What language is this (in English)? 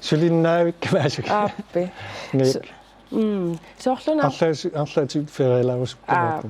Kalaallisut